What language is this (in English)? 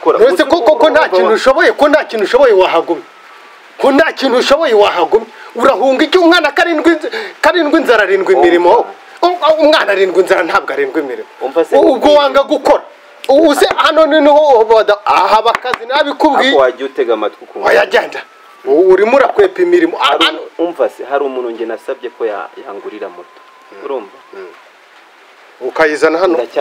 Kinyarwanda